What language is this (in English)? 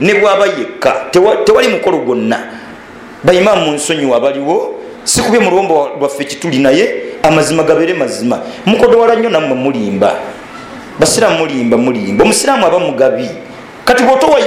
Ganda